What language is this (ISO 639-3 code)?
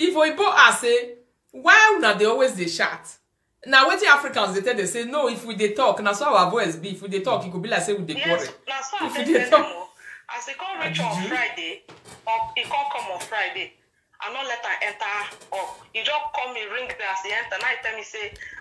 pcm